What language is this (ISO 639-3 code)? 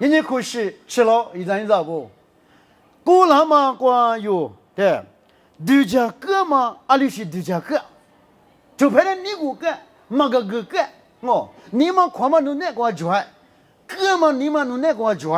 lis